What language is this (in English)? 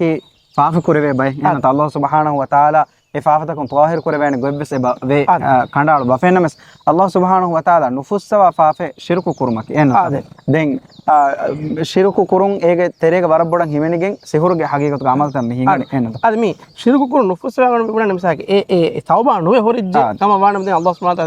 Divehi